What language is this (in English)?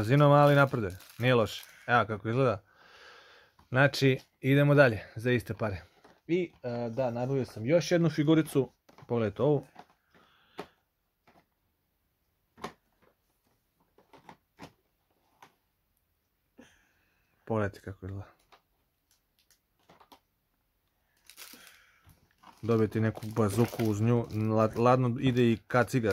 Serbian